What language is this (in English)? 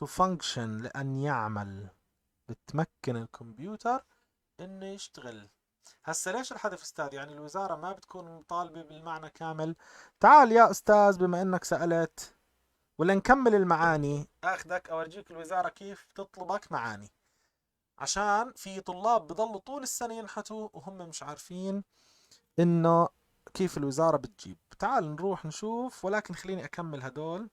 North Levantine Arabic